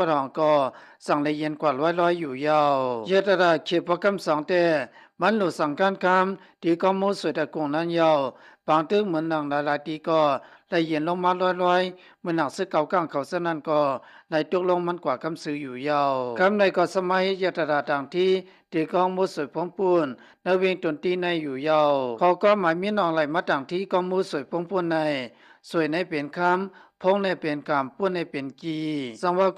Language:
Shan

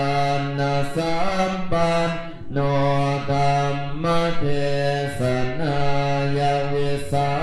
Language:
Pali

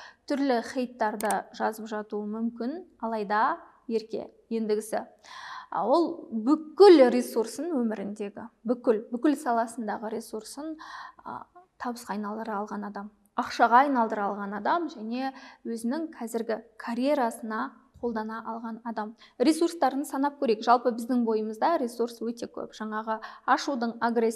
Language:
Kazakh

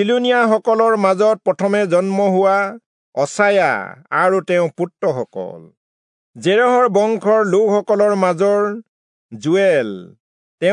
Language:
Assamese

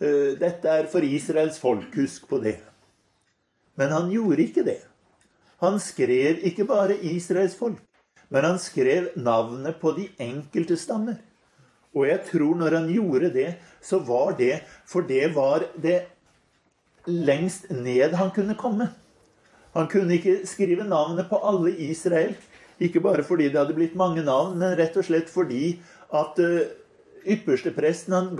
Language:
Norwegian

